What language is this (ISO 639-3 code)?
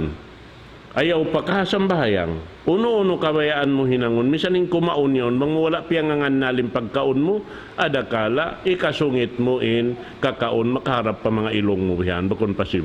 tsg